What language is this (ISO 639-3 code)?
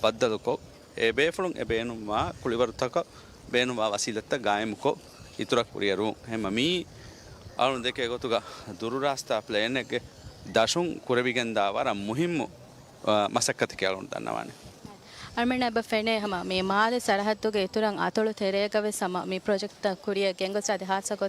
div